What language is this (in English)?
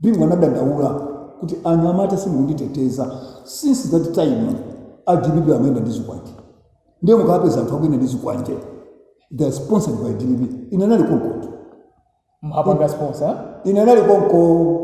Nyanja